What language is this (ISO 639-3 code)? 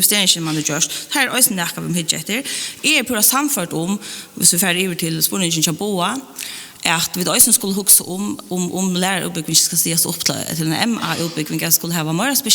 fao